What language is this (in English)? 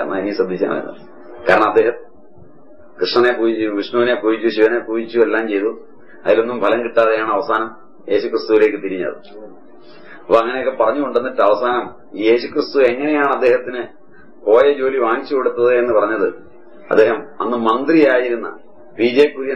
Malayalam